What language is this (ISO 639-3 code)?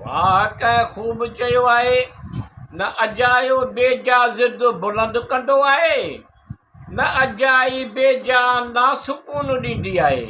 snd